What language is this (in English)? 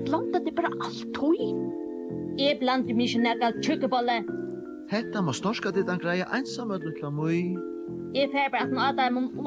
Faroese